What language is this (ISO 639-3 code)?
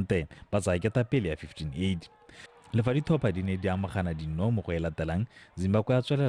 tsn